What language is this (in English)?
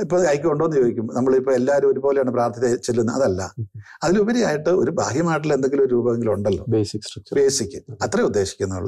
Malayalam